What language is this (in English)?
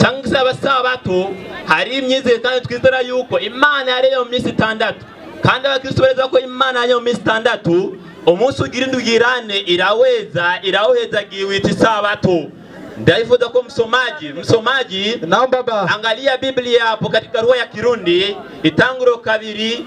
Rundi